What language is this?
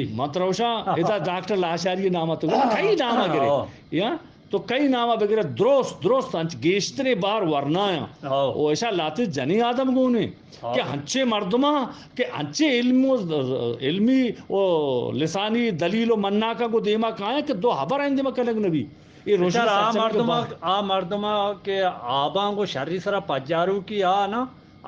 Eastern Balochi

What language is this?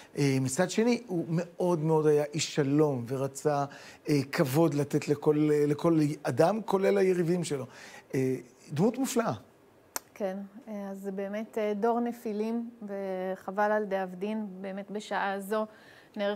Hebrew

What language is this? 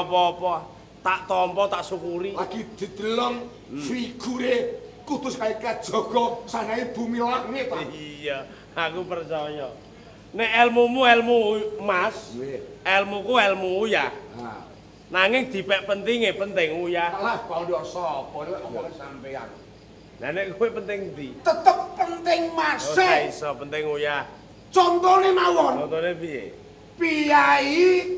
Javanese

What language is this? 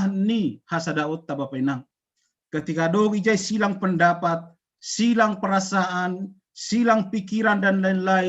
Batak Simalungun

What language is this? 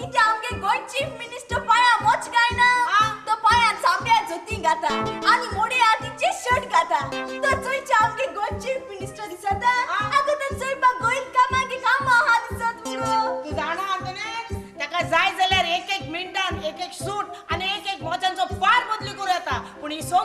Konkani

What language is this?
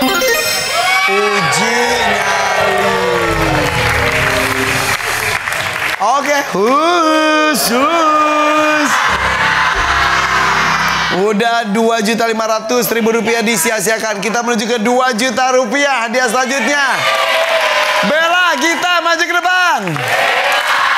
Indonesian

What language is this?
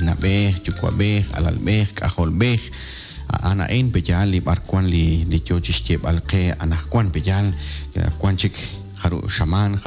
Kekchí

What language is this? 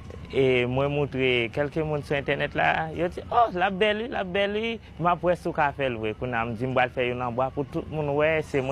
Haitian Creole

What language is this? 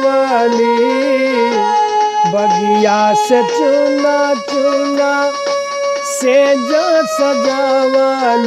Bhojpuri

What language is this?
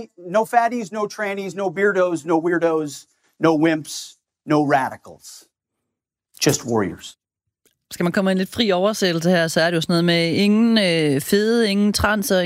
Danish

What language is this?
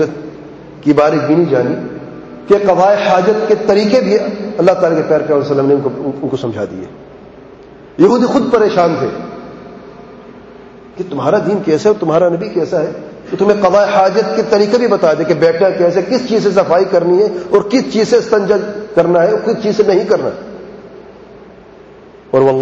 Urdu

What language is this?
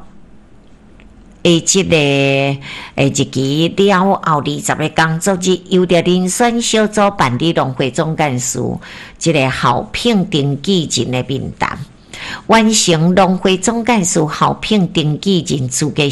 Min Nan Chinese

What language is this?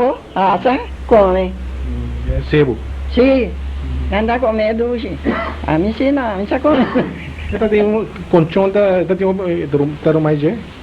Papiamento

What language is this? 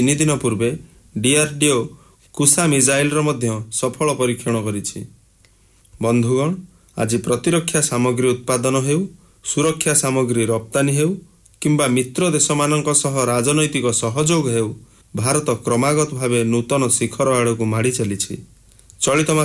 Odia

